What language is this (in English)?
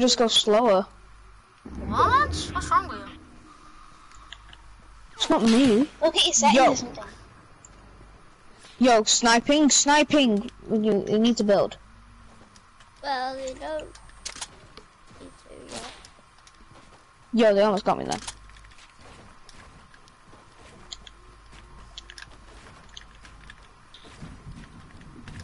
English